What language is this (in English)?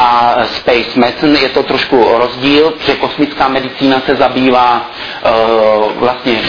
Czech